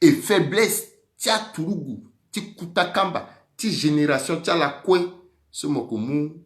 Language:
Sango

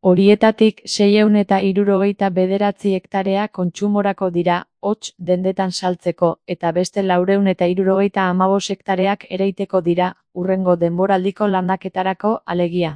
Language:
Basque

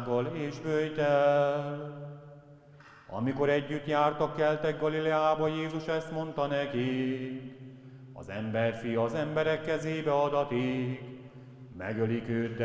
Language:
Hungarian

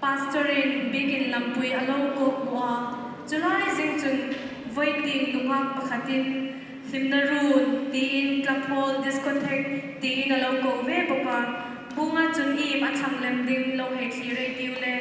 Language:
Hmar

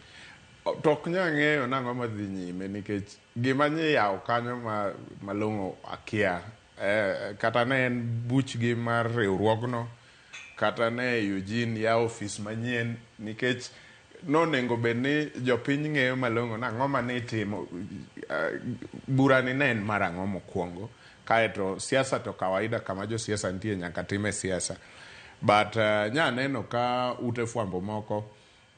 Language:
Luo (Kenya and Tanzania)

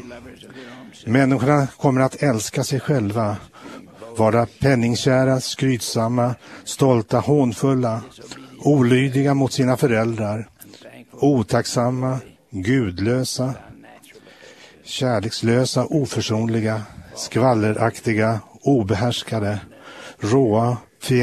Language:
Swedish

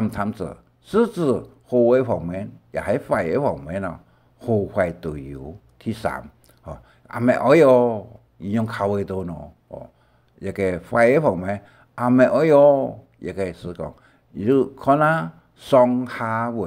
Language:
Hakka Chinese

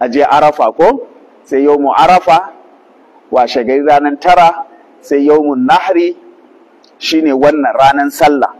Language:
Hausa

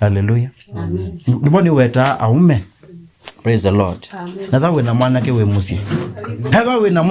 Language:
Kamba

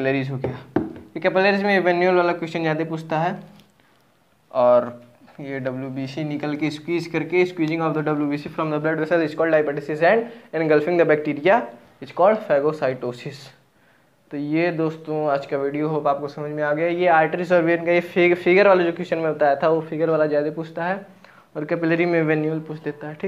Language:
Hindi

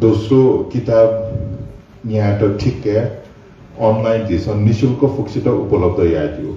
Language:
Newari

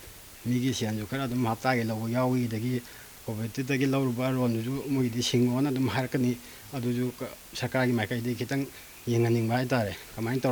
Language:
Manipuri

